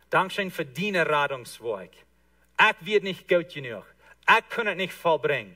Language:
Plautdietsch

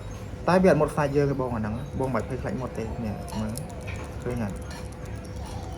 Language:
Khmer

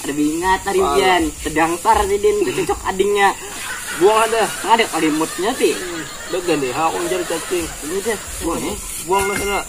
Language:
Banjar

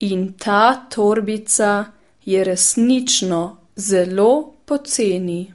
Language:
Serbian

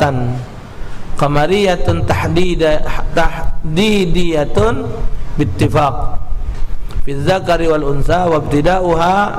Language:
Musi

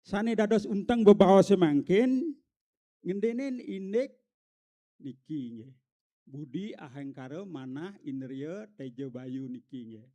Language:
Balinese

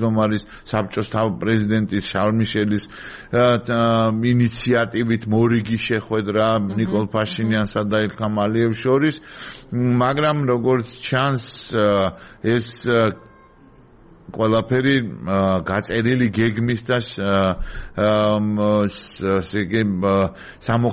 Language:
Georgian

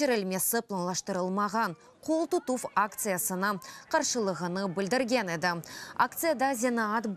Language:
Crimean Tatar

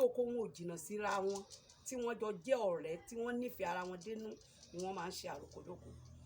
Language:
Yoruba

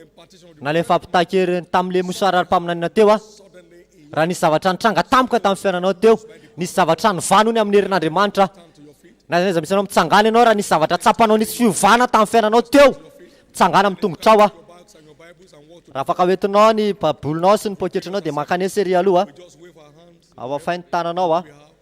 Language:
Malagasy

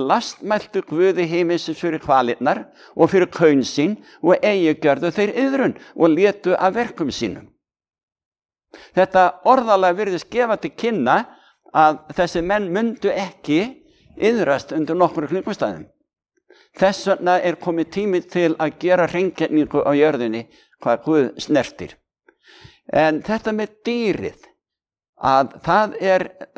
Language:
Icelandic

